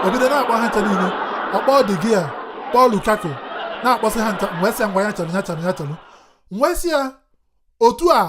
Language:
Igbo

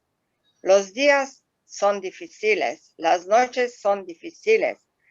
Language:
Ladino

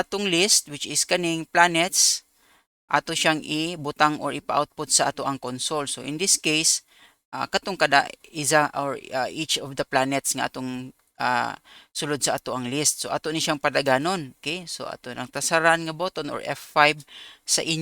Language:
Cebuano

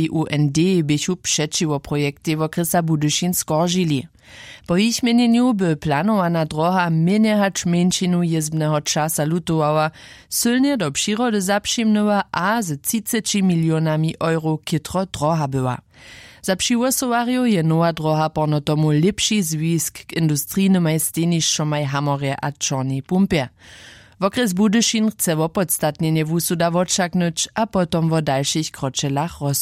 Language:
Upper Sorbian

